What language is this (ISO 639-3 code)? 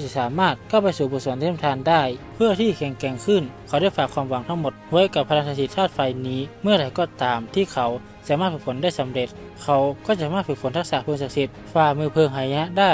tha